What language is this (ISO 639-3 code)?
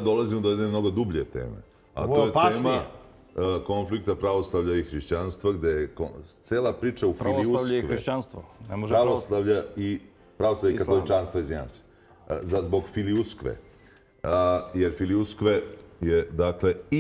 srp